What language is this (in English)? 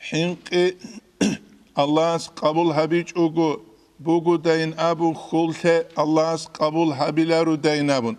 Avaric